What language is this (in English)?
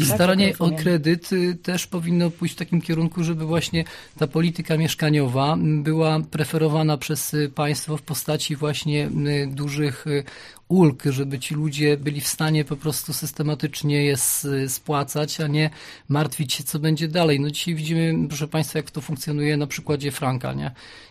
Polish